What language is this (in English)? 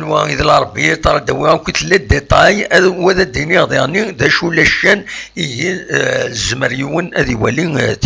Kabyle